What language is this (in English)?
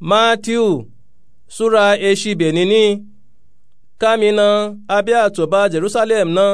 Nupe-Nupe-Tako